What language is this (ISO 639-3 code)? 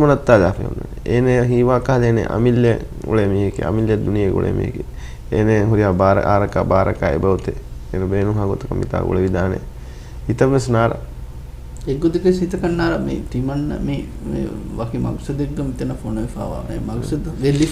div